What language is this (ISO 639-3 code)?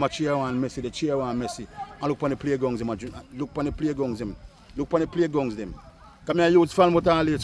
jam